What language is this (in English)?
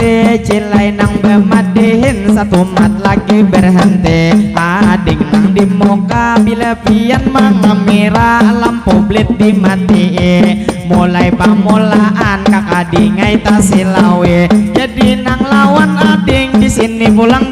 Banjar